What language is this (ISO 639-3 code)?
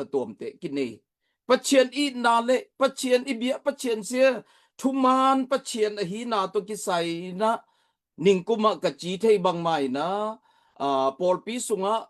ctd